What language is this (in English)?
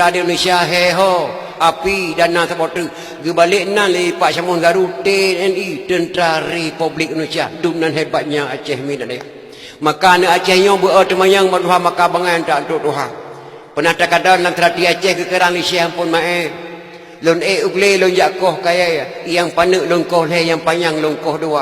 Achinese